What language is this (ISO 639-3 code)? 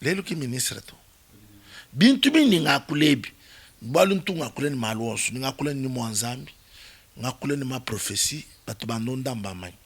lua